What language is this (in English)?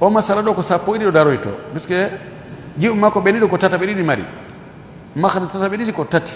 Fula